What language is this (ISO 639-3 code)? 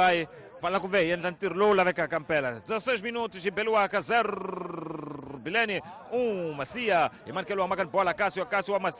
tso